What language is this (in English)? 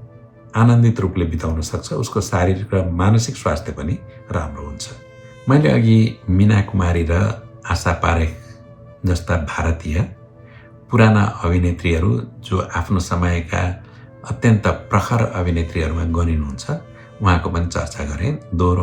Nepali